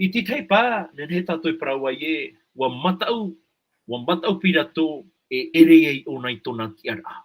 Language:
Tahitian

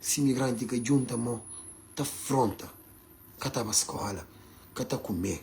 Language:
Kabuverdianu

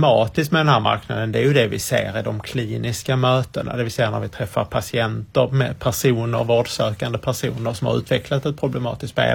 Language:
Swedish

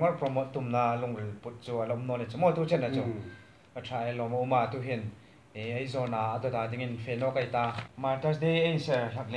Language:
Hmar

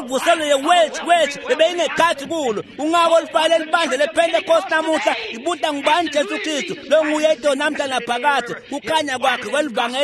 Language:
Swati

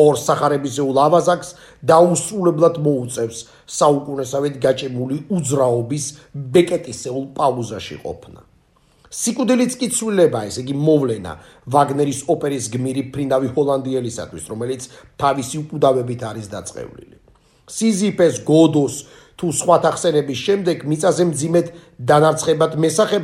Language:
Georgian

